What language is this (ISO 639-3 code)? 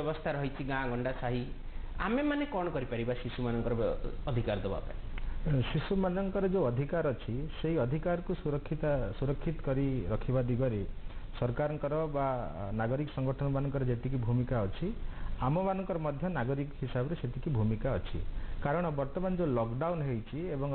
ori